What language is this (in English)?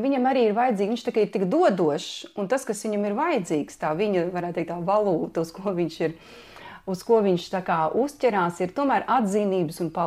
Latvian